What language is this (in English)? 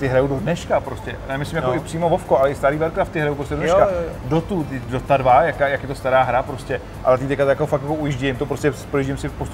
Czech